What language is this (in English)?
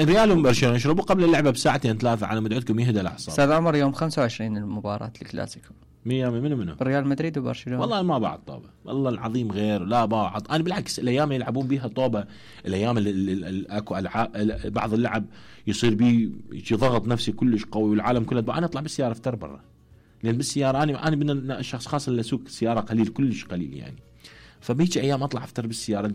Mesopotamian Arabic